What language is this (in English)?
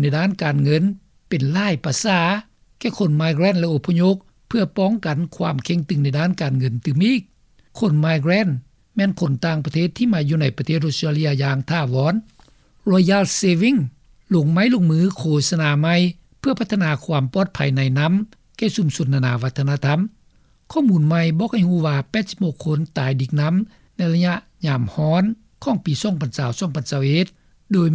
Lao